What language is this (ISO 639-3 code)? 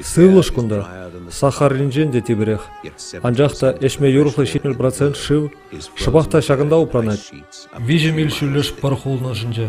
chv